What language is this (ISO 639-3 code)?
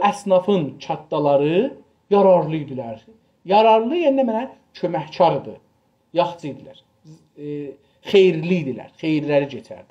azb